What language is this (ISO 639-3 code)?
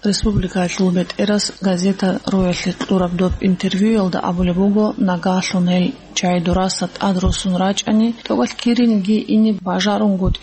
ava